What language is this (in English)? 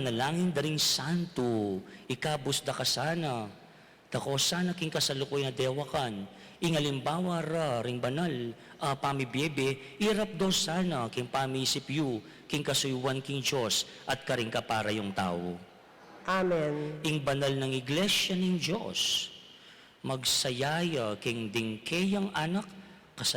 Pampanga